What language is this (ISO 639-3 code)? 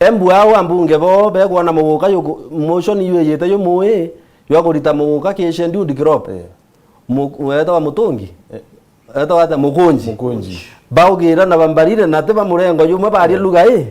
mer